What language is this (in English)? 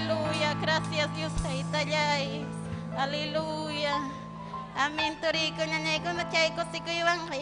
Ayacucho Quechua